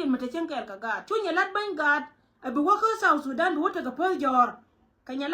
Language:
Nuer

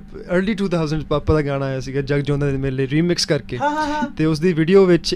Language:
Punjabi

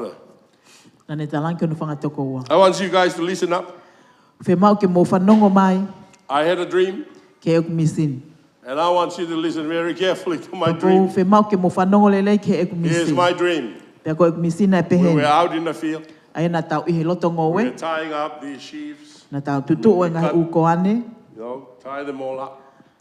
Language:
Tongan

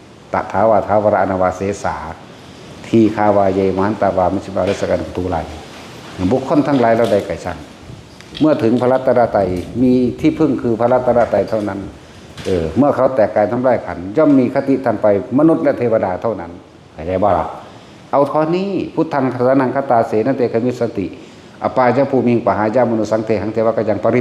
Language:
Northeastern Thai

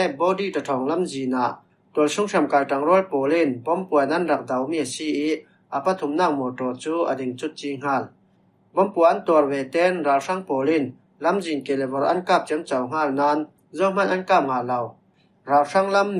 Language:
Falam Chin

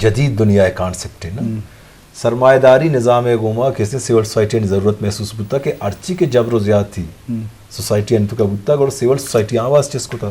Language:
Eastern Balochi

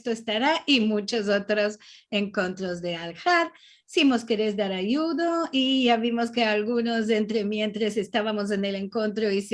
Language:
Ladino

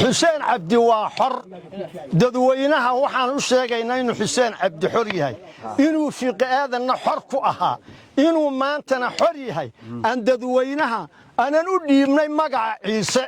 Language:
Somali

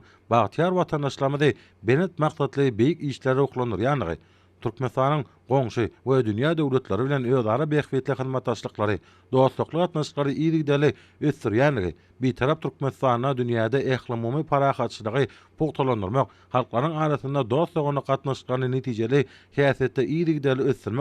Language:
Turkmen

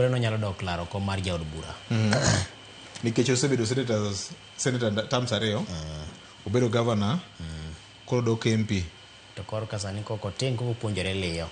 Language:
Luo (Kenya and Tanzania)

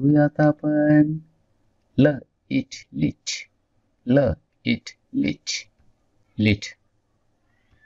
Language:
Marathi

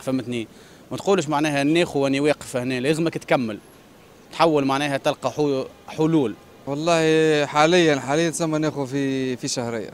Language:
Tunisian Arabic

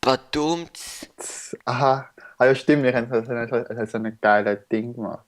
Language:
Swiss German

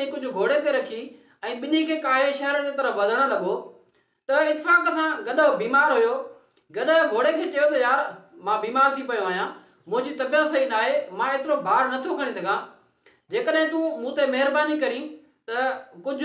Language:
Sindhi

